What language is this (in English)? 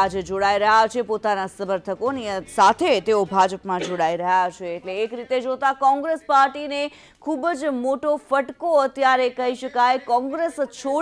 Gujarati